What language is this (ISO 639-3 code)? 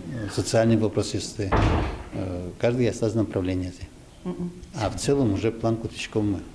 udm